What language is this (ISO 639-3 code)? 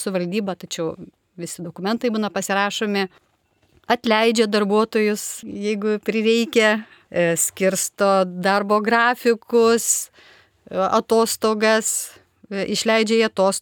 lit